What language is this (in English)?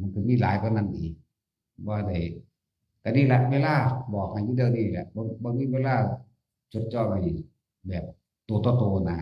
Northeastern Thai